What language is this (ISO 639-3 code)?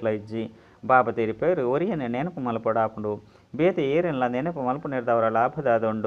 tcy